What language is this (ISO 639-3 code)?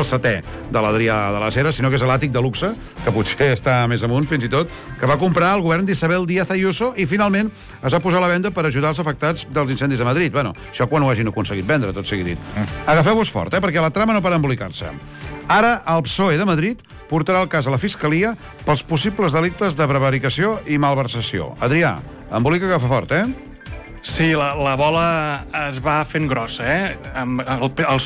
cat